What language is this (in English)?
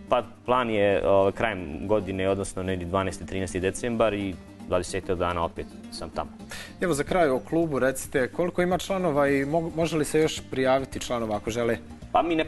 Bosnian